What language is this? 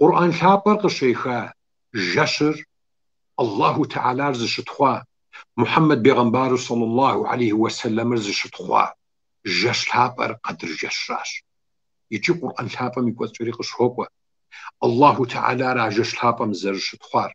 Kabardian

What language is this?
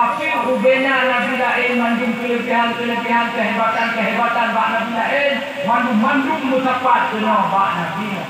Achinese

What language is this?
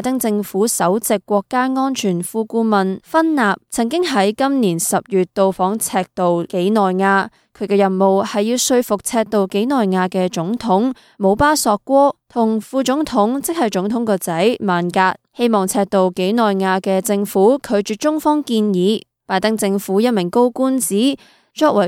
Cantonese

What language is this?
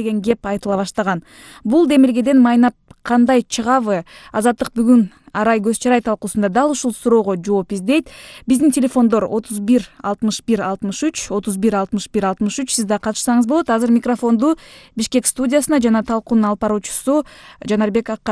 Kyrgyz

